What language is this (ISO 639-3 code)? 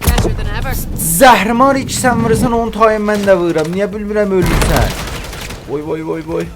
azb